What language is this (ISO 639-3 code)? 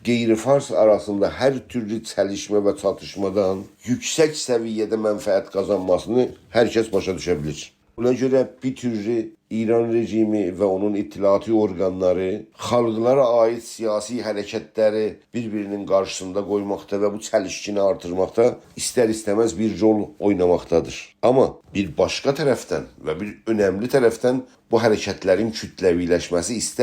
azb